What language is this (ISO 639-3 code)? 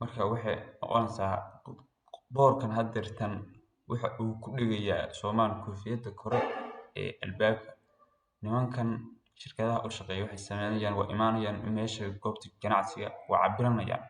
som